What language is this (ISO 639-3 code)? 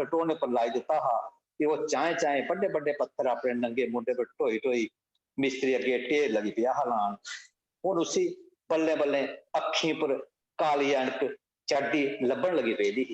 doi